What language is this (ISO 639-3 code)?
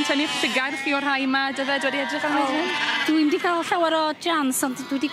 cym